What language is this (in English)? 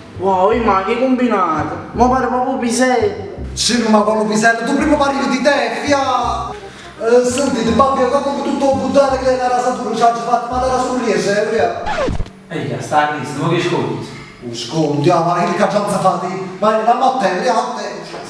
Neapolitan